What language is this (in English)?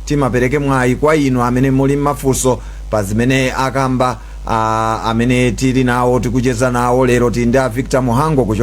Nyanja